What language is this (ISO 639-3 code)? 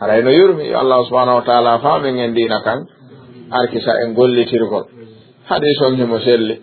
ful